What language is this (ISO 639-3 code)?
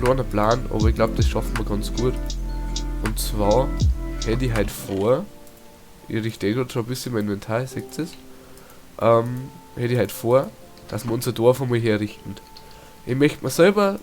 bar